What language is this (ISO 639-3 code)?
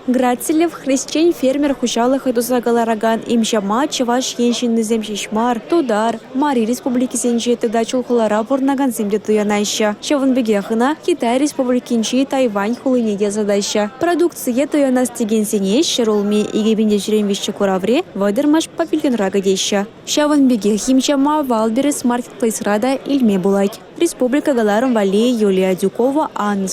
chv